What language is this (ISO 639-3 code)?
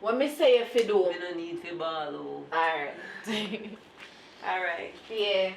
jam